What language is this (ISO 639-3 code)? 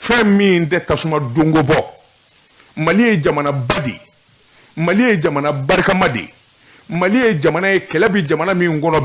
bam